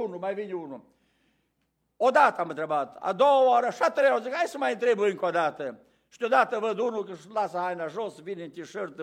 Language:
Romanian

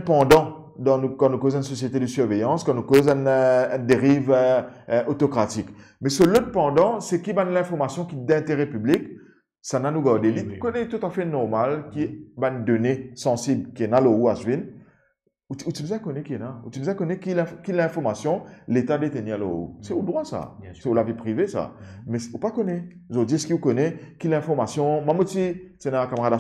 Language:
Morisyen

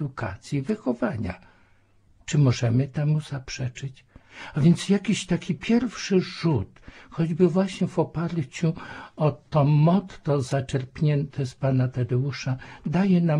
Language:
Polish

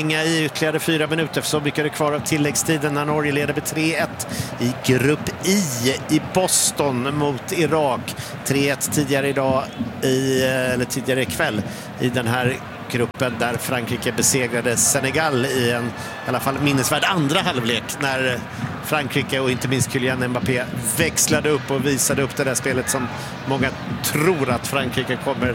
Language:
Swedish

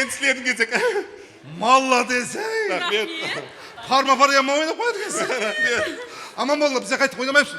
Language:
Kara-Kalpak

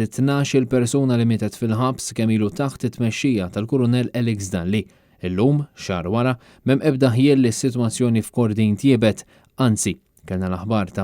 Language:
Maltese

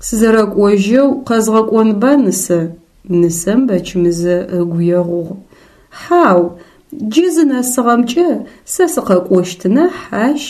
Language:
Adyghe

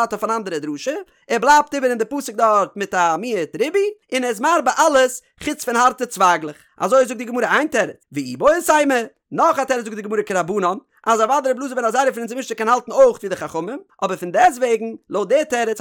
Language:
Yiddish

